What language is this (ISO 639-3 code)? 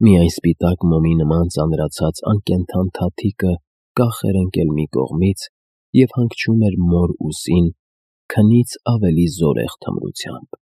hye